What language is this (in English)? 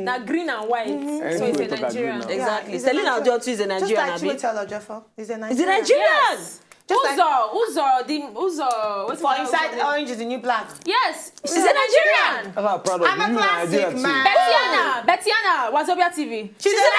Nigerian Pidgin